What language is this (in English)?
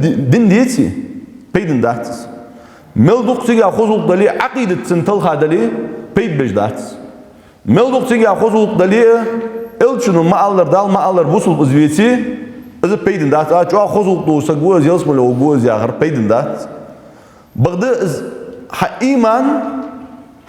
Ingush